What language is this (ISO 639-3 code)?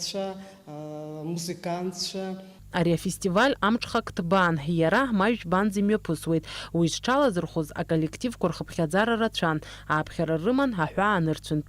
abk